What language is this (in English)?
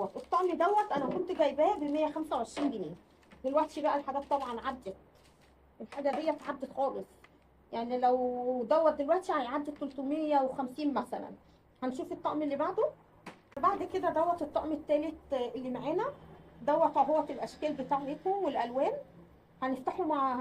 Egyptian Arabic